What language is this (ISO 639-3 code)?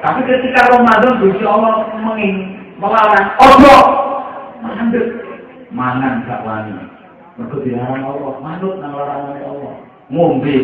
jav